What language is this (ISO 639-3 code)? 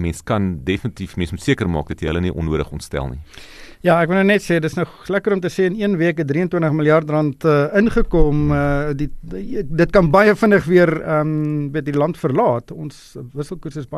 afr